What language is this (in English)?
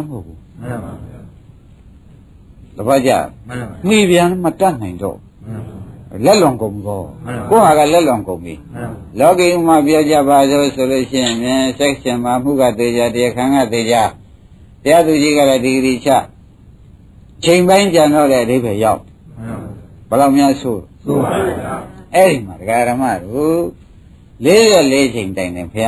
Burmese